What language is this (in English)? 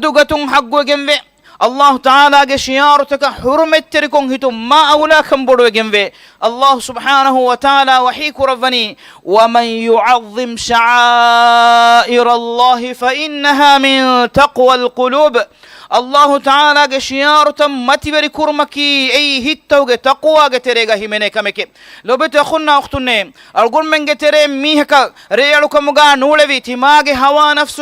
Divehi